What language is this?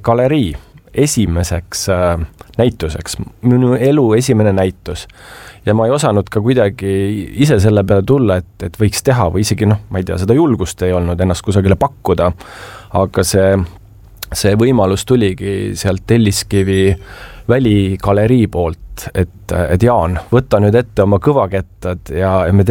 Estonian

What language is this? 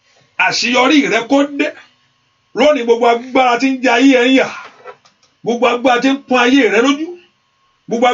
Yoruba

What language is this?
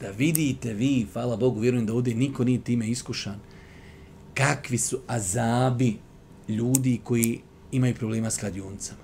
Bosnian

